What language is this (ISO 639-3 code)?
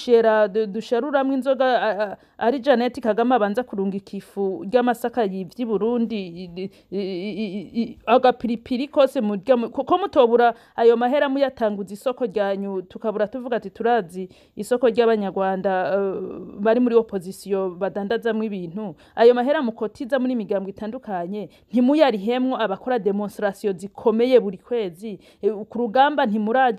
run